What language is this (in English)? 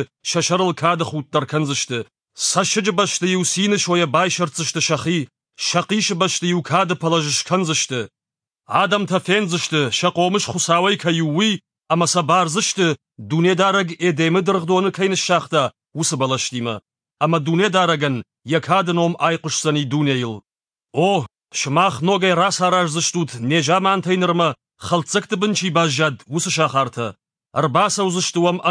Ossetic